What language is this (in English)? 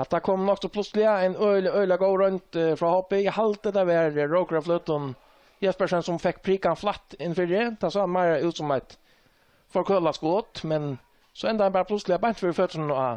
Faroese